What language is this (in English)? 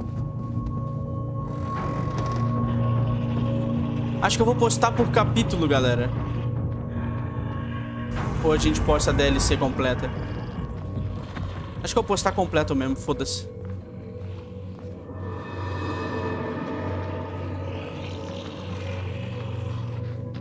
Portuguese